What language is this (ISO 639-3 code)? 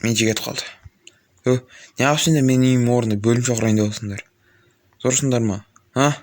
kaz